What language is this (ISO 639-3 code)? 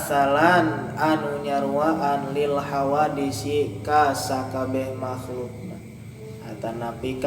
sun